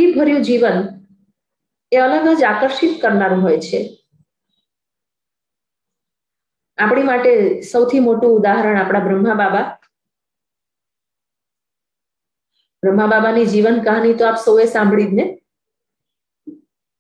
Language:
Gujarati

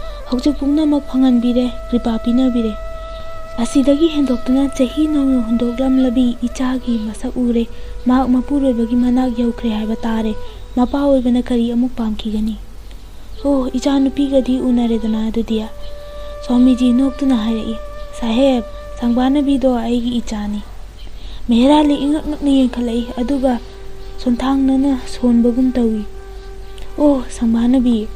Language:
Manipuri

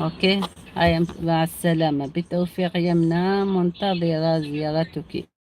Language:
Algerian Arabic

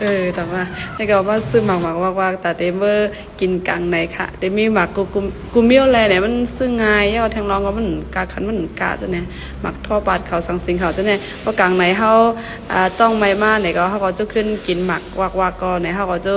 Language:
Shan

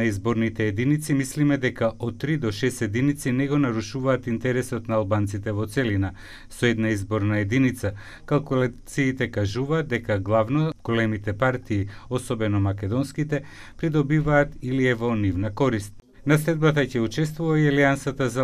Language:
Macedonian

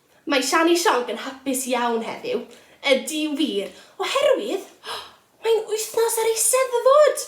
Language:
Welsh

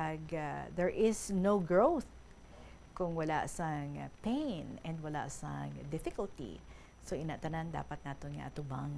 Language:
Hiligaynon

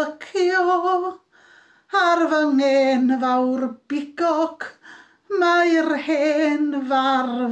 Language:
Welsh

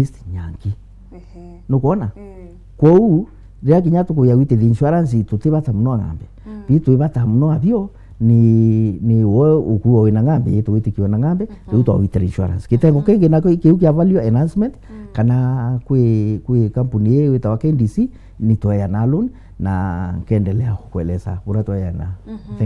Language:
Meru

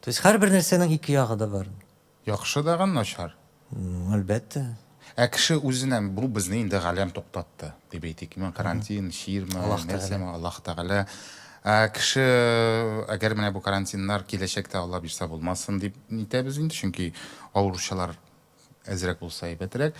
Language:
Tatar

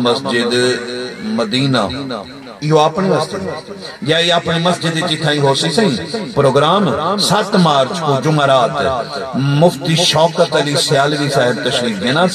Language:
Saraiki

